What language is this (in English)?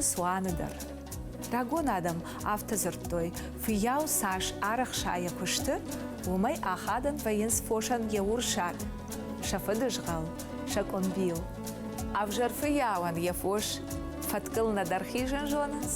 Ossetic